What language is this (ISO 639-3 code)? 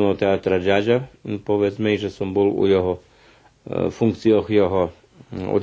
rue